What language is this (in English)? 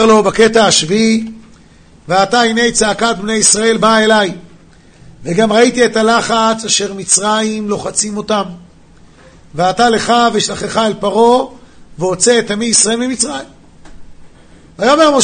Hebrew